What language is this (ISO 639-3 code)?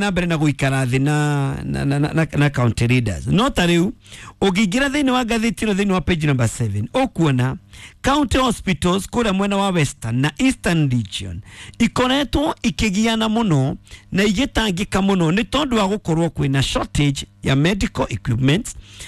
kik